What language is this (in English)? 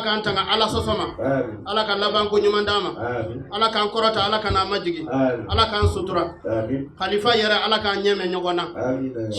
Bambara